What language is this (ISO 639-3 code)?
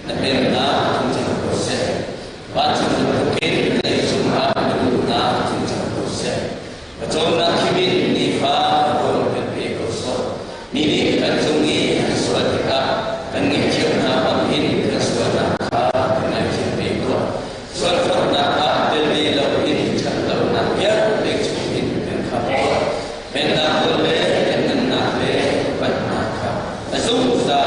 cnh